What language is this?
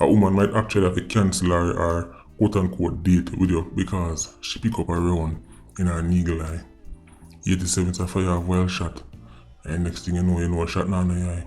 Jamaican Creole English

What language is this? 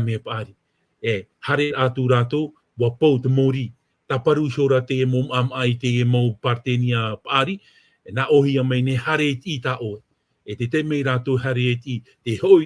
Tahitian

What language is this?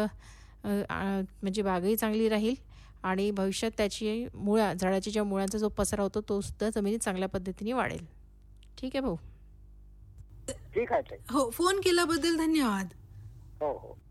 Marathi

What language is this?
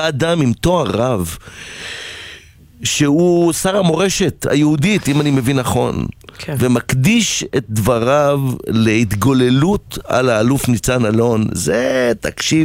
Hebrew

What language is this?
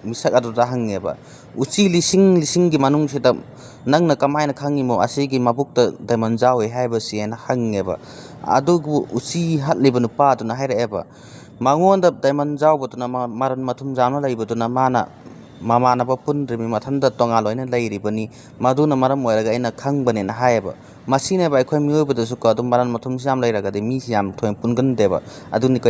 Manipuri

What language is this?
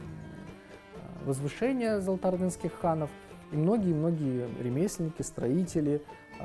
Crimean Tatar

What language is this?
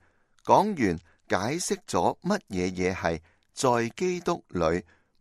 Cantonese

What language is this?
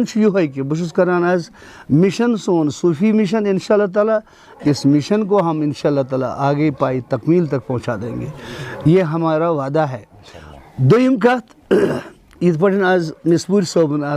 Kashmiri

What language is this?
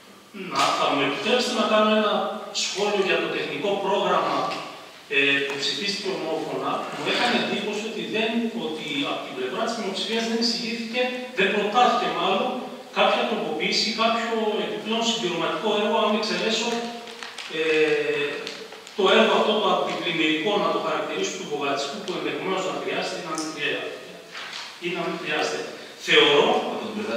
Greek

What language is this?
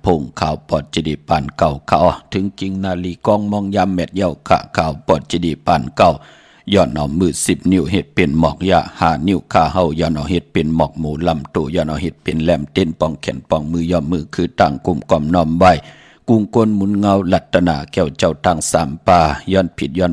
Shan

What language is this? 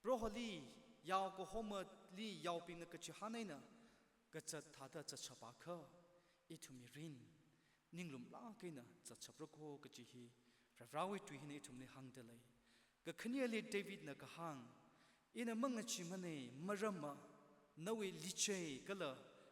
Tangkhul Naga (India)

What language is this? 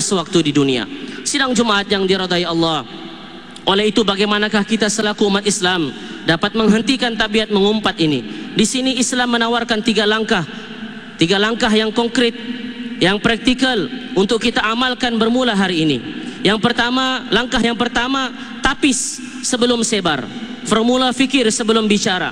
Malay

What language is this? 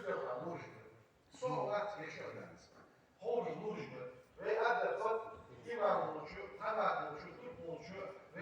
Ingush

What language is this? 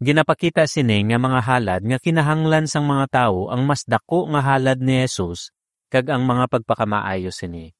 Hiligaynon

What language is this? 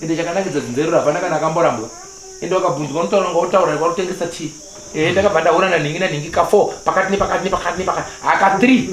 Shona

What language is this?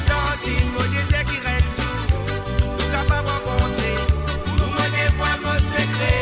Morisyen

